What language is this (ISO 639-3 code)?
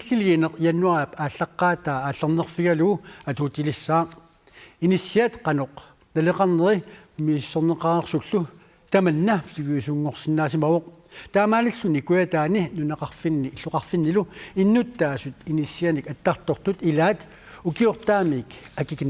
kal